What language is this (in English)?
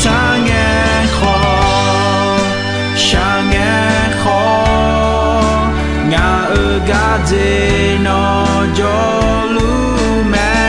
Akha